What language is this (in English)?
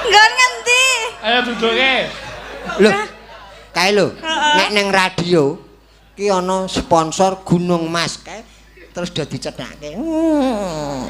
Javanese